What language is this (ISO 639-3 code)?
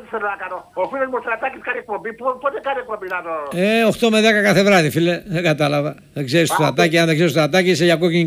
ell